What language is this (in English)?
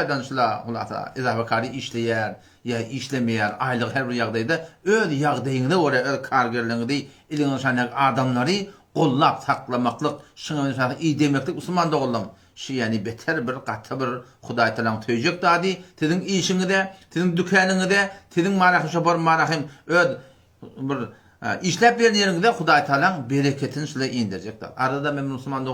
Turkmen